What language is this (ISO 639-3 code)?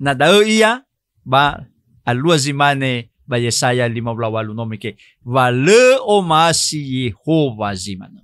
nia